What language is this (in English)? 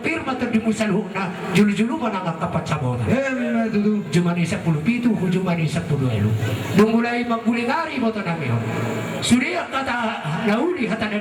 Batak Toba